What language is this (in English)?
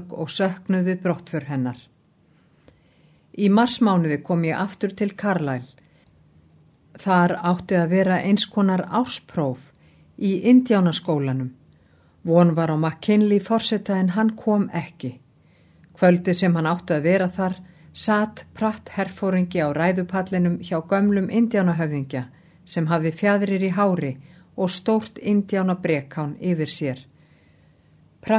Icelandic